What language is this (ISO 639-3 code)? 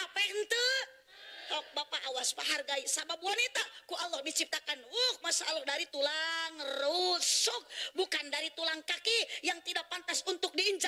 sun